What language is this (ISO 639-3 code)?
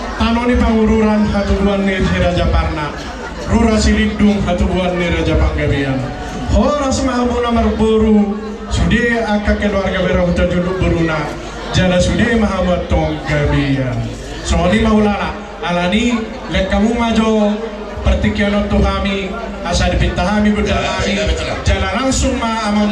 bbc